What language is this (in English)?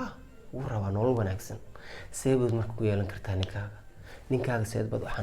Somali